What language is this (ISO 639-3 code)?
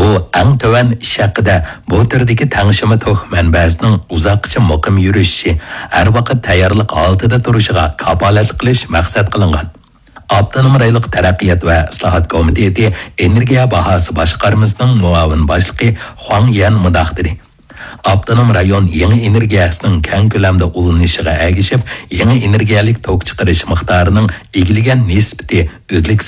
uig